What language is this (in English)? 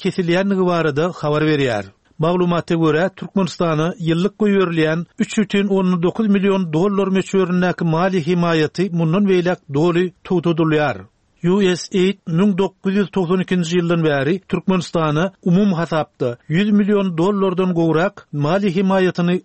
Turkmen